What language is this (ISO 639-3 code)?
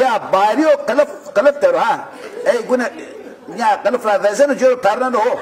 zza